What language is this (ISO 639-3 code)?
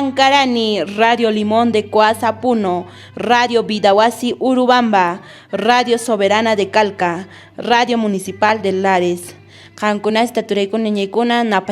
que